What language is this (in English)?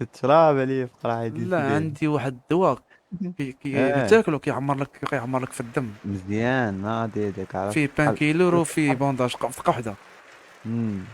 Moroccan Arabic